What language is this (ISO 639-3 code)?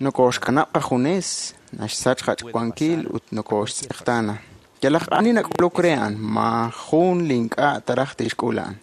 kek